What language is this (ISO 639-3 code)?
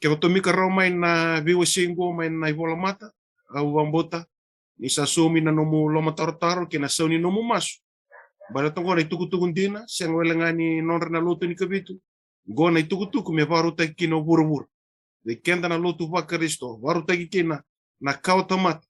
fij